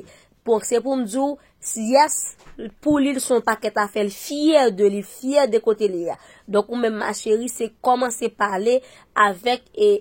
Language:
Haitian Creole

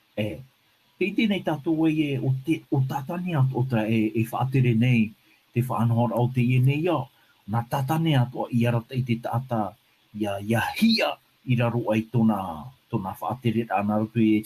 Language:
Tahitian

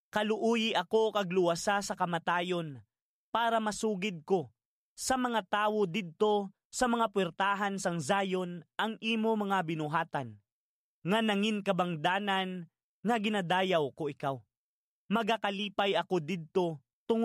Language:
Hiligaynon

